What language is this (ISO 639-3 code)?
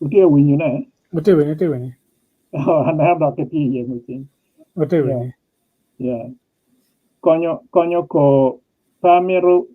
ach